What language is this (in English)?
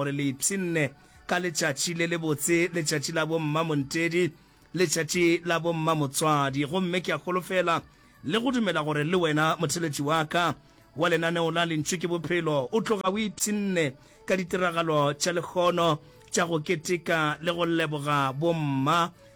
Northern Sotho